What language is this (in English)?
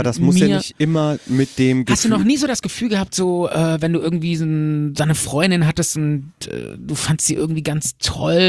German